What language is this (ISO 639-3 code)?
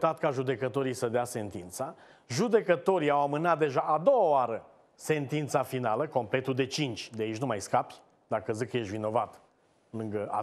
ron